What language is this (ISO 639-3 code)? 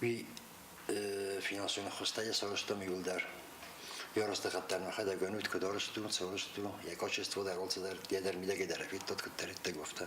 oss